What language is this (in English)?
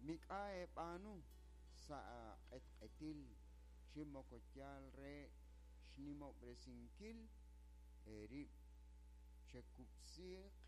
Kekchí